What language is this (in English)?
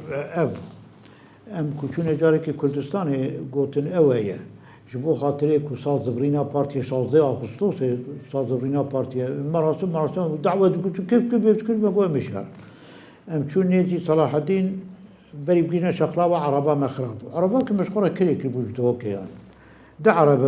Kurdish